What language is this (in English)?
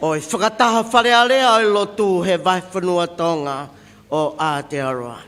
Tongan